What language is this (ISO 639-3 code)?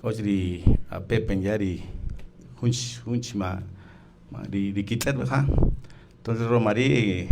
cak